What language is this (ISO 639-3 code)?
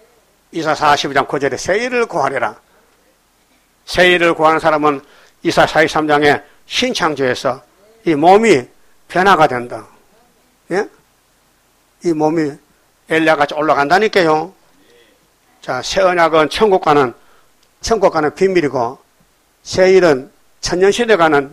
kor